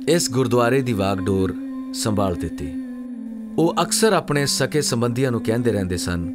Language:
Punjabi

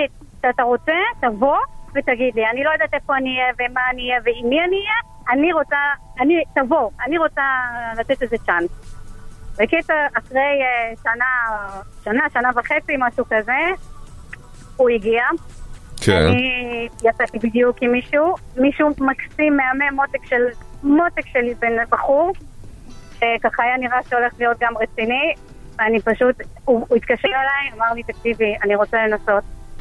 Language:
Hebrew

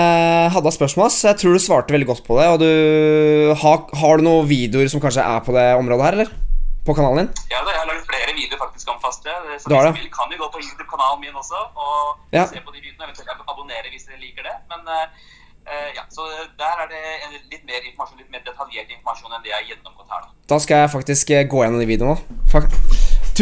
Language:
Norwegian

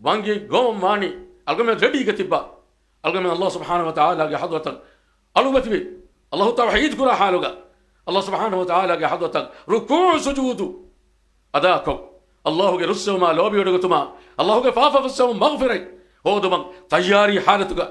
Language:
Divehi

